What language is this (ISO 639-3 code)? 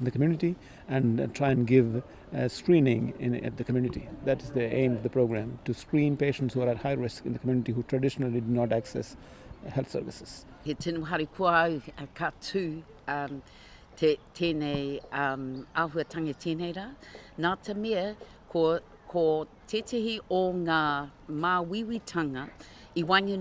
mri